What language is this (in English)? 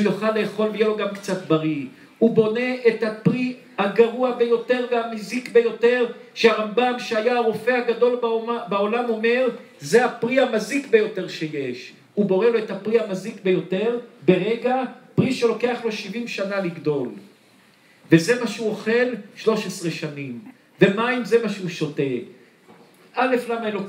Hebrew